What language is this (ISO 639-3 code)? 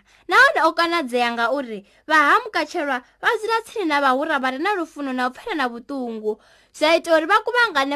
ven